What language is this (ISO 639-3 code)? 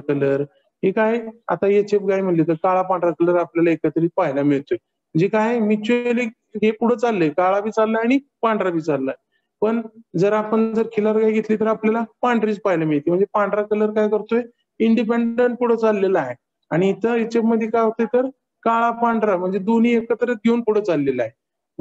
mar